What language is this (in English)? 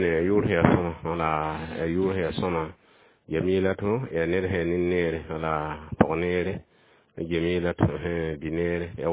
Mossi